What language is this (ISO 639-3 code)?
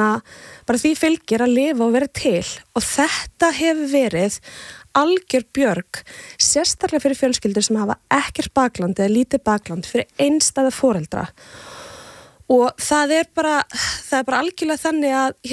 isl